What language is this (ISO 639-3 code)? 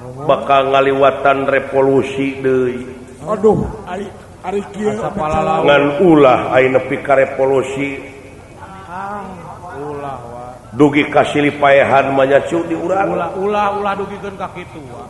sun